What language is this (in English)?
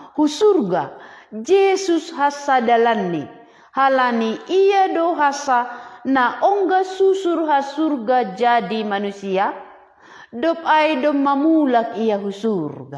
Batak Simalungun